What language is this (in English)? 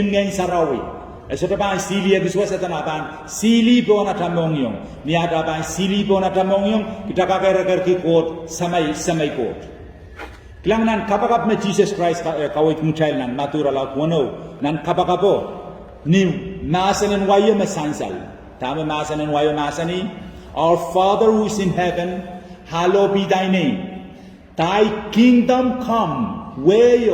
Pohnpeian